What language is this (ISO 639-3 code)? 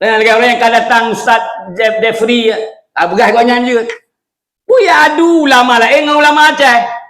ace